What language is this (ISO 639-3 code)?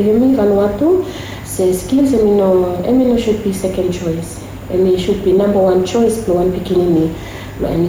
bis